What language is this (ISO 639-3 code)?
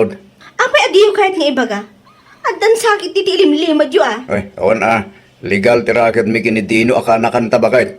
ilo